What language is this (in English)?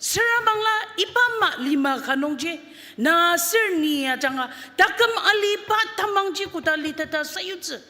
Ao Naga